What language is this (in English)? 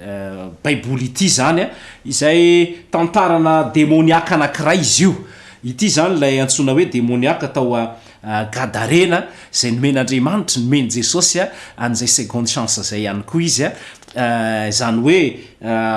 Malagasy